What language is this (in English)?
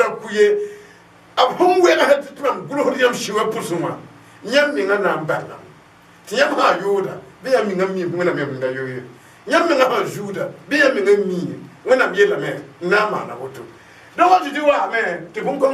Mossi